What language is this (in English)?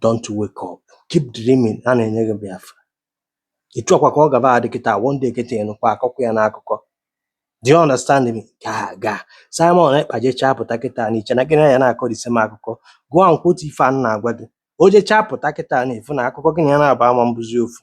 Igbo